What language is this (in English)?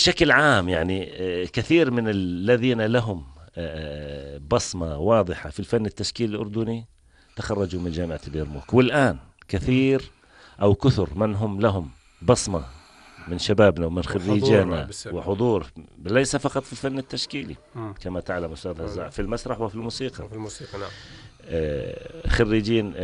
North Levantine Arabic